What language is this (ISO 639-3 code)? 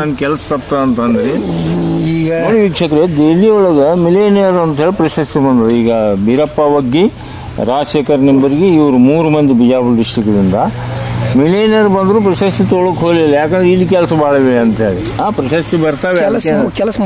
kan